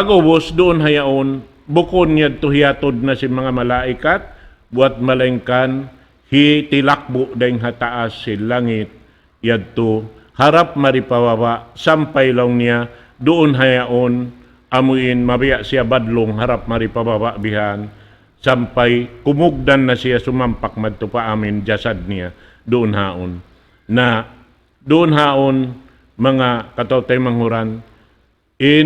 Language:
Tausug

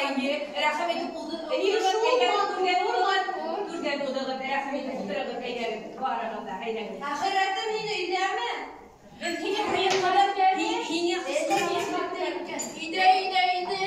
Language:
Bashkir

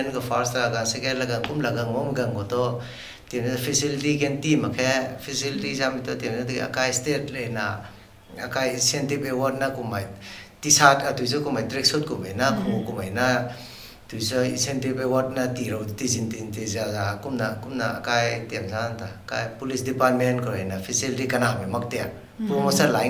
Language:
Rongmei Naga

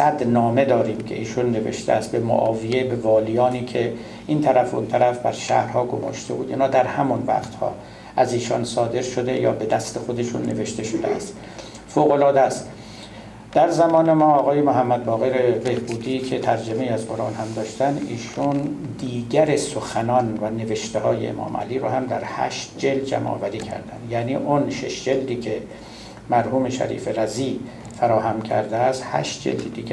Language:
Persian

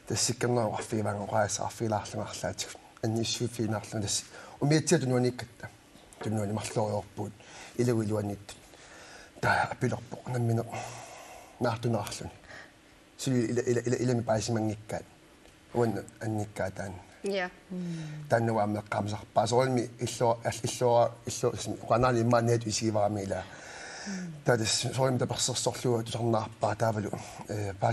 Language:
Kalaallisut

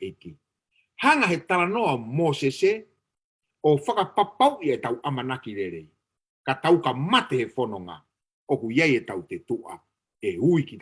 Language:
Tongan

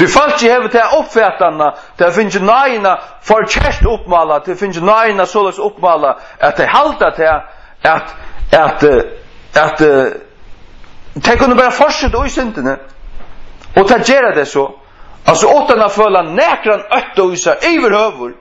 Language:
Faroese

